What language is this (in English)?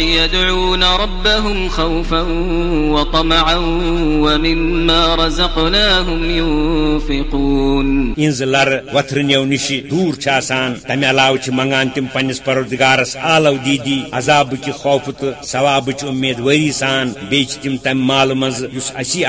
Kashmiri